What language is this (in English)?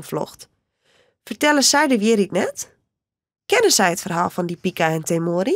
Western Frisian